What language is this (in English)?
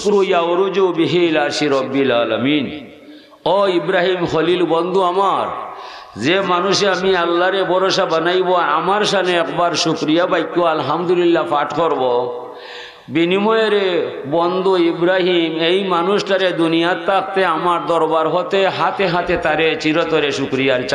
Sylheti